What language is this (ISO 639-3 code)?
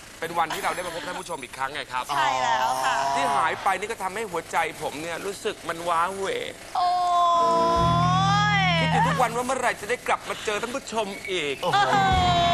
tha